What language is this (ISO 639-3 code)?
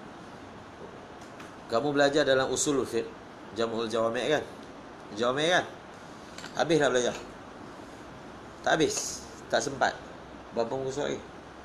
msa